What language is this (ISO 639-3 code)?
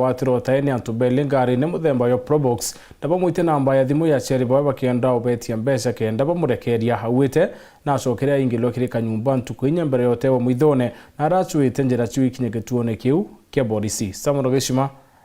mer